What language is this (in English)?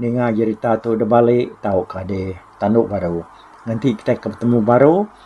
Iban